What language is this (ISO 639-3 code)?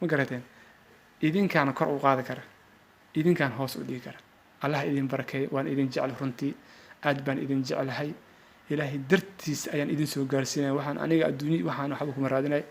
som